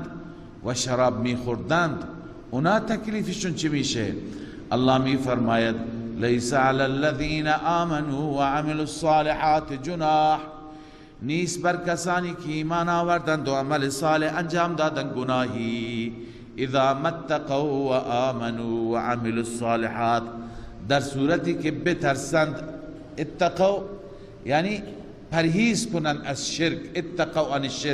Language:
Persian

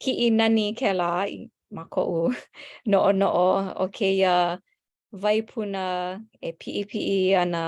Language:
Hawaiian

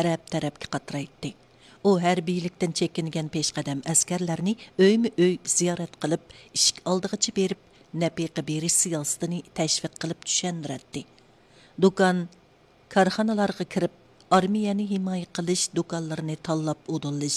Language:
Uyghur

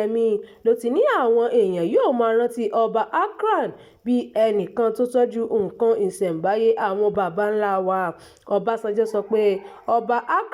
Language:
Yoruba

